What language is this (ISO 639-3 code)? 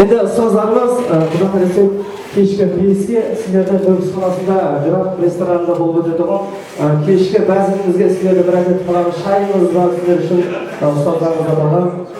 kaa